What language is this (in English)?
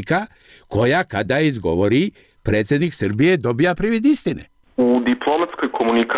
Serbian